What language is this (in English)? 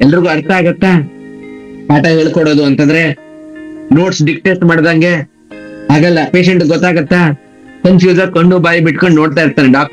Kannada